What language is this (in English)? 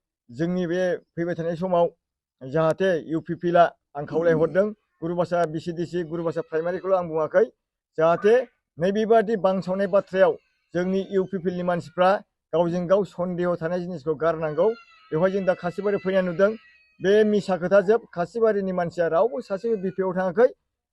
Bodo